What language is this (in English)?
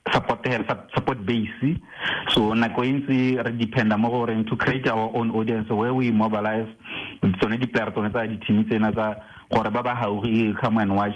Tswana